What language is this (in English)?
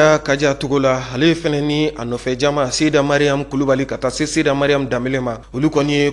Bambara